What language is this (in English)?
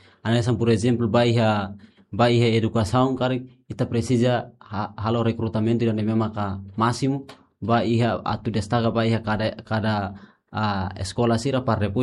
Tetum